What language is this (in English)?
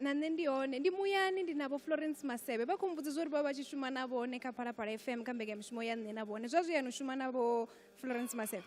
Venda